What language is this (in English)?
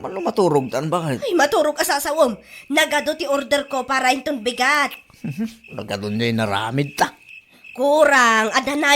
Iloko